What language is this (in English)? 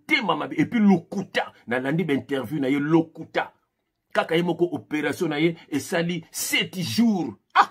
Lingala